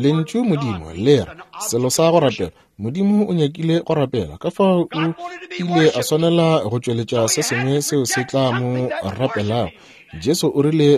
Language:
Northern Sotho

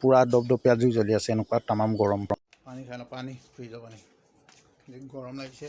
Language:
Assamese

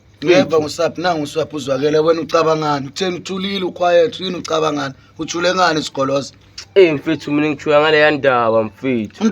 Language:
Zulu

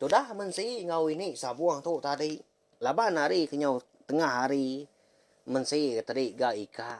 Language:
Iban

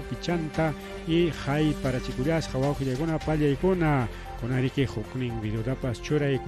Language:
Ayacucho Quechua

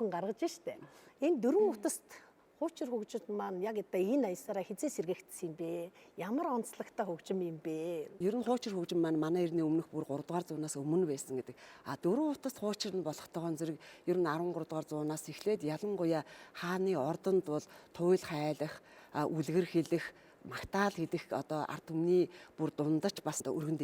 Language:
Mongolian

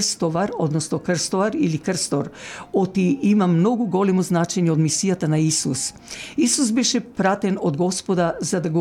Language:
Macedonian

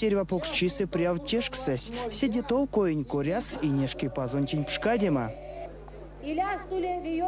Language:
Erzya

